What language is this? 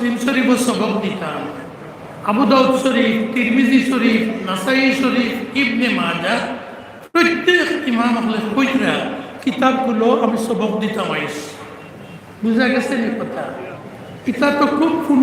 Sylheti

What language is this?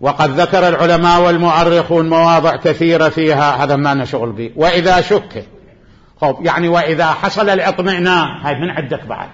Mesopotamian Arabic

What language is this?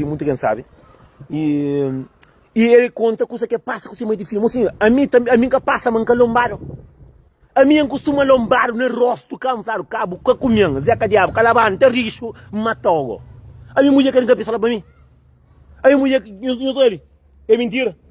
Kabuverdianu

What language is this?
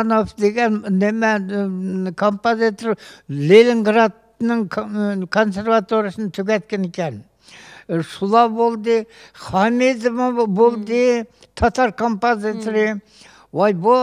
Uyghur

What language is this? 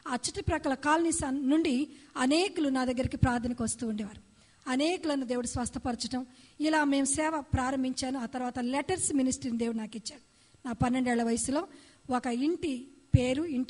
Telugu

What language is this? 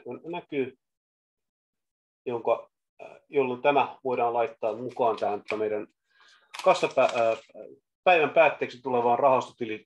Finnish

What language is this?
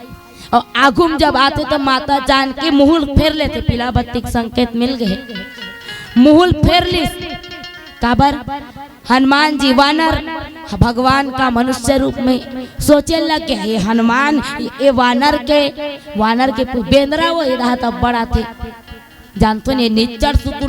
Chhattisgarhi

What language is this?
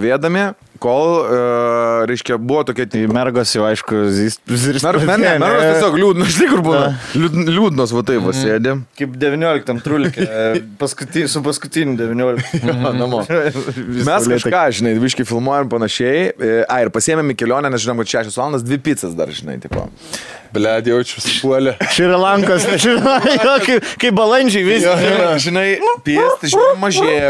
Lithuanian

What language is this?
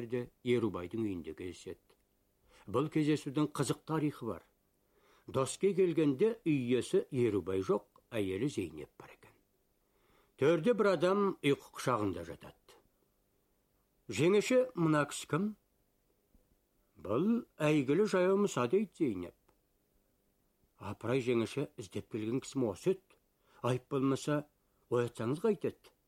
Kazakh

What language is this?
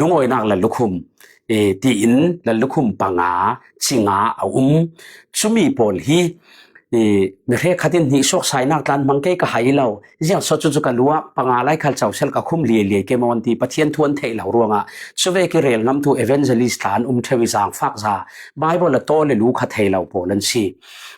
Falam Chin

